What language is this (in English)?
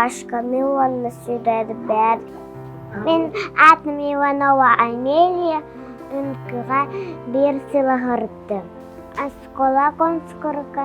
Yakut